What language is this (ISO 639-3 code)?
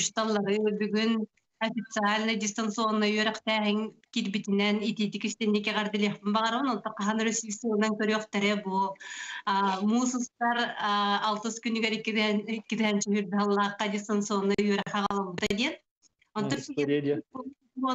sah